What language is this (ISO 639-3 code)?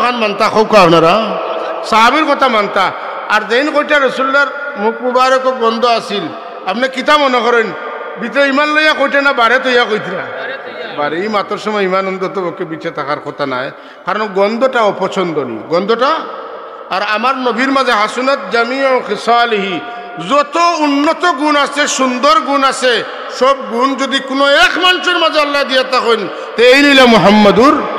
syl